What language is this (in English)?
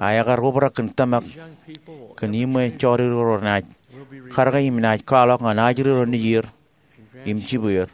Marshallese